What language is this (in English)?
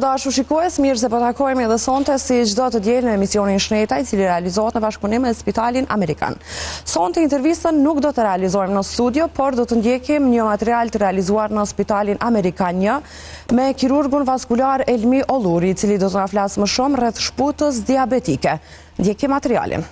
Albanian